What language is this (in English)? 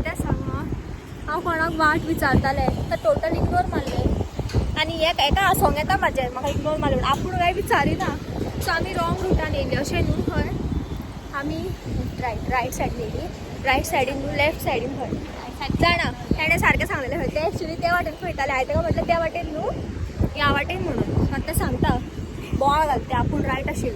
Konkani